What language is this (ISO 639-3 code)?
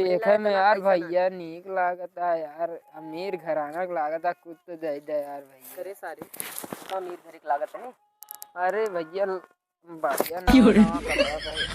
awa